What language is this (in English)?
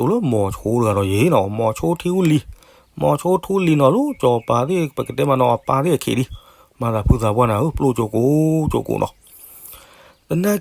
S'gaw Karen